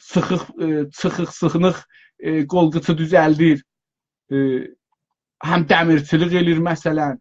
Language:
South Azerbaijani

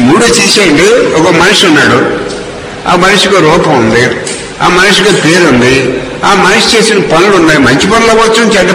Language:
Telugu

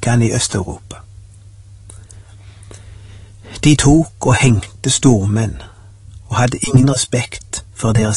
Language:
Norwegian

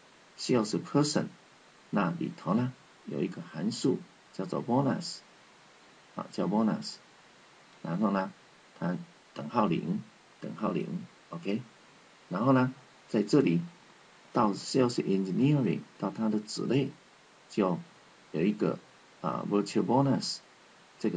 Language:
Chinese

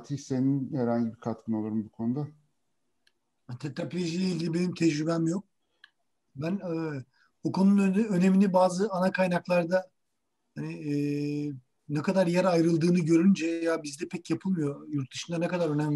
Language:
Turkish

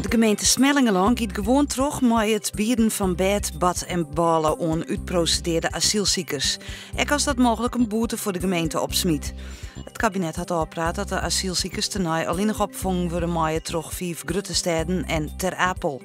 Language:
Western Frisian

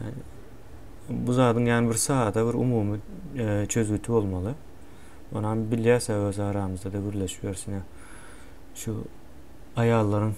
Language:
Turkmen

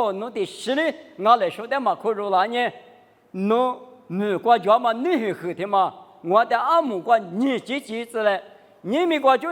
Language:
Lisu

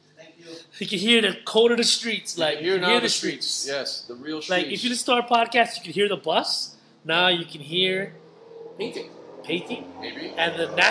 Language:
English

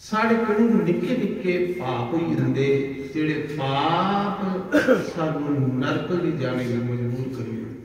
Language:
Dogri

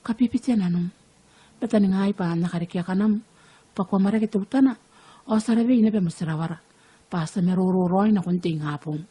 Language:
Gilbertese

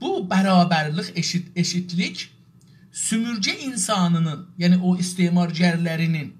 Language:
South Azerbaijani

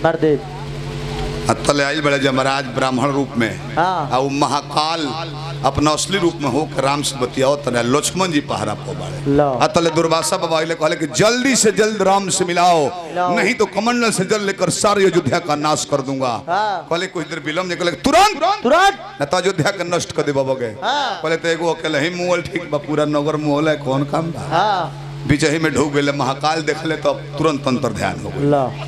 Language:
Bhojpuri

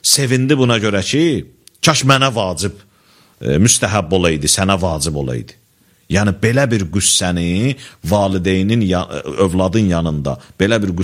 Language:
Azerbaijani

